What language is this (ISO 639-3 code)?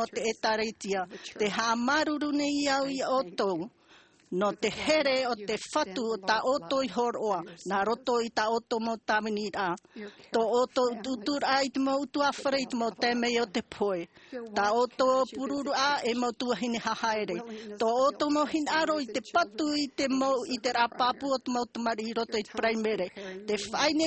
tah